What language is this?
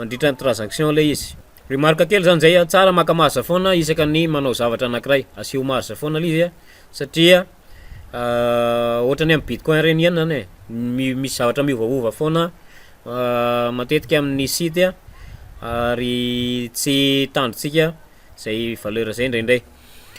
Malagasy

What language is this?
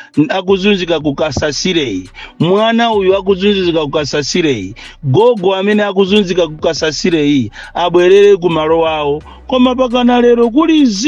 Nyanja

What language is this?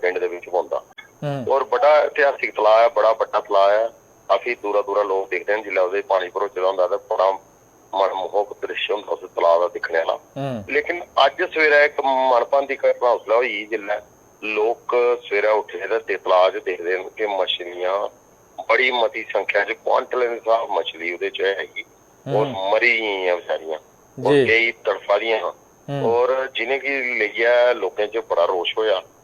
Dogri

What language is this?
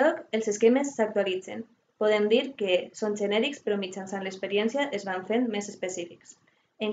Catalan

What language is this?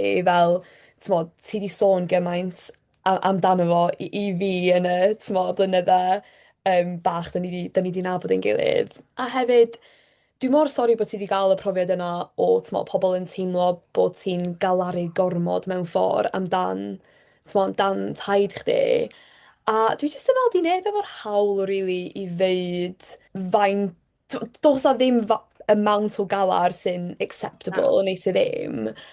Welsh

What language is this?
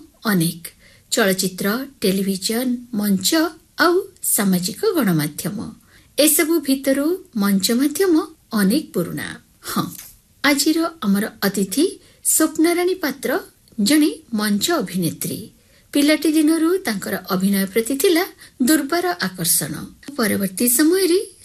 Odia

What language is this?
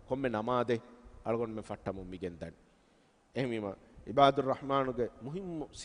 Divehi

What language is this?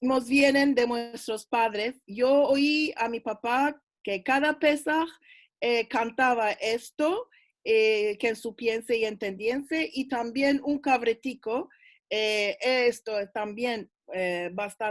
Ladino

